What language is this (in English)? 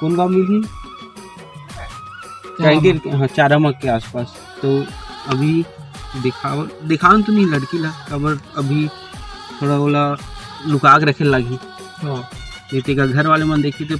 Chhattisgarhi